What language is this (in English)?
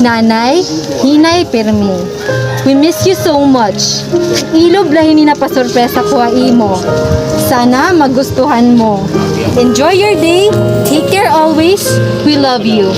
Waray